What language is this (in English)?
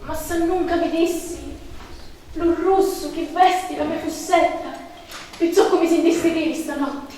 Sicilian